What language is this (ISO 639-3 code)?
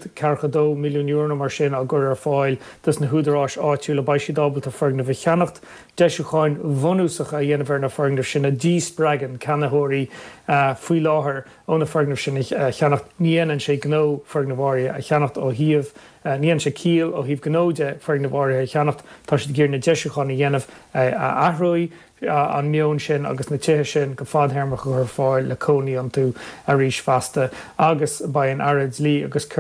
gle